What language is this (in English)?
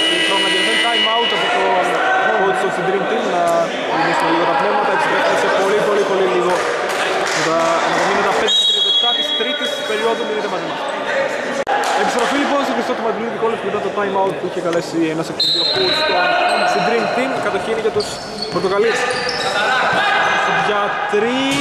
Greek